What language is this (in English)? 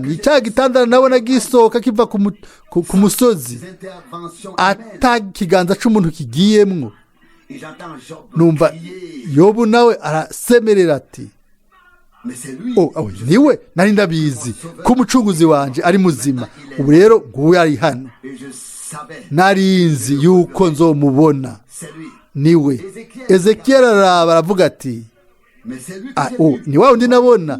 Rundi